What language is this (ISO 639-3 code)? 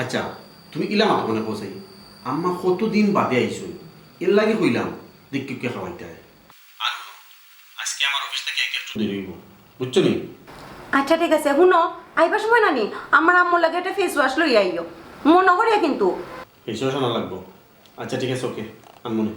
syl